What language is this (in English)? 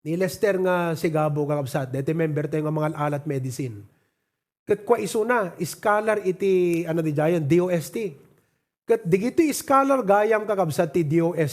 Iloko